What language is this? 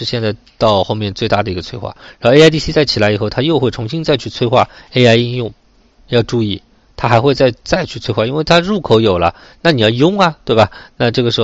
Chinese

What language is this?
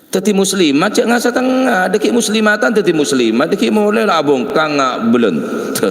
Madurese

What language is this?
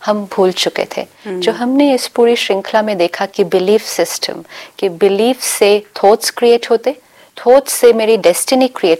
Hindi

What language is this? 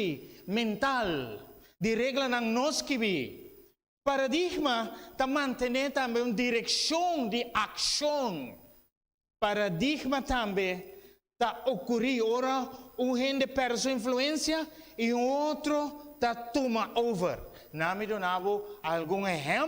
Papiamento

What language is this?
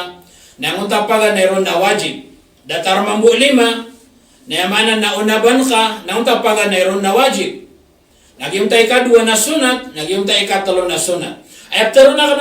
Maranao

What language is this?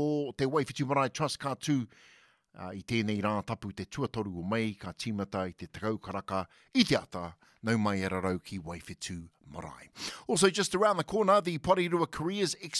Māori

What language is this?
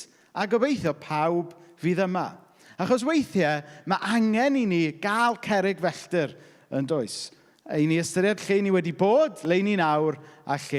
Welsh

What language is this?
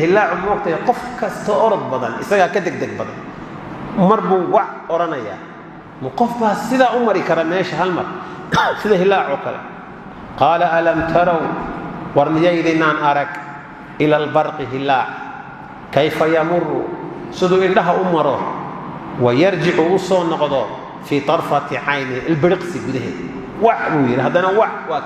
Somali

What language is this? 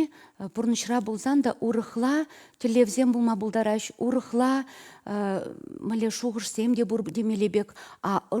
Chuvash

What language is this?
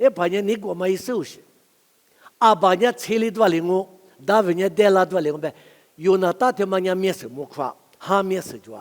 Lisu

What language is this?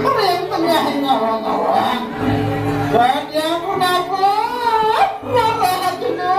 Balinese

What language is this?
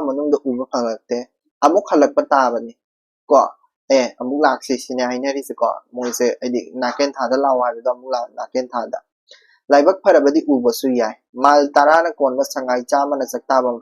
Manipuri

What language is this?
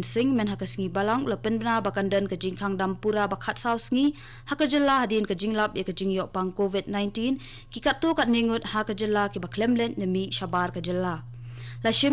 Khasi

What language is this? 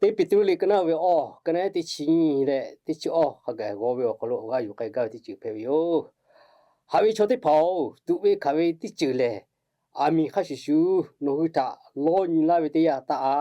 Lahu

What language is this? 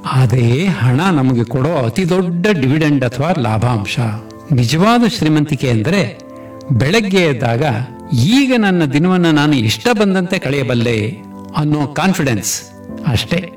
Kannada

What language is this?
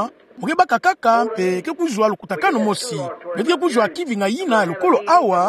Kituba (Democratic Republic of Congo)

